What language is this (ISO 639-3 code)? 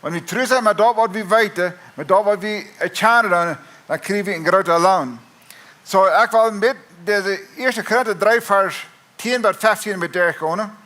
pdt